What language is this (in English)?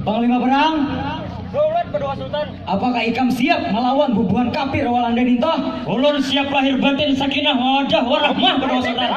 Banjar